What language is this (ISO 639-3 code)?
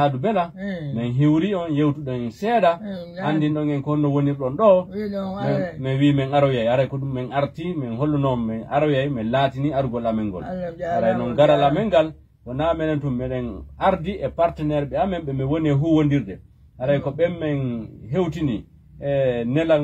ful